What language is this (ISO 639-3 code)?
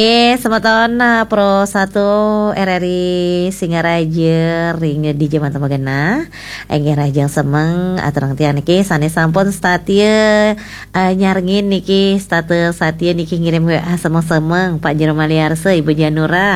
ban